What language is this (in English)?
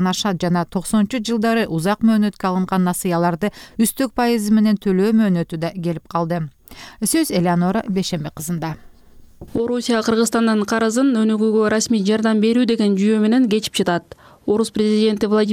Kyrgyz